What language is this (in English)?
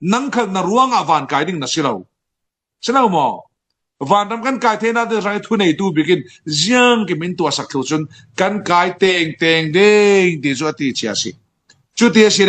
Falam Chin